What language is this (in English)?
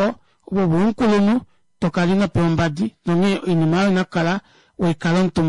Kuanyama